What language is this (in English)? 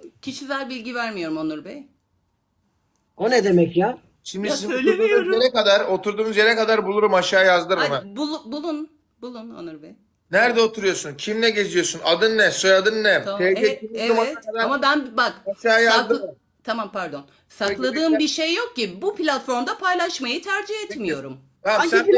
Turkish